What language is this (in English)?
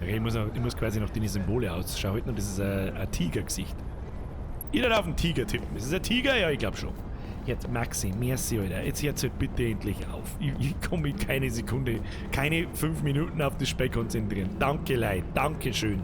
Bavarian